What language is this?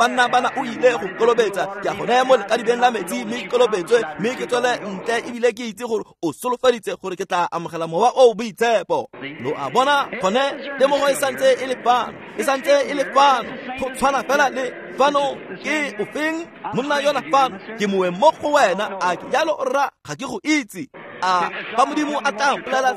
Tswana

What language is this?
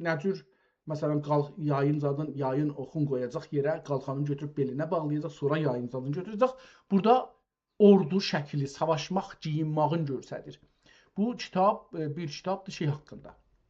South Azerbaijani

